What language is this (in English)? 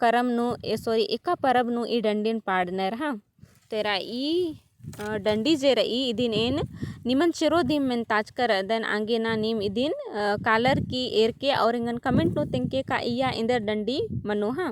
Kurukh